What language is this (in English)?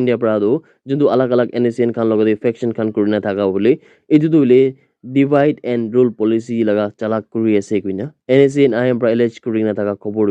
Naga Pidgin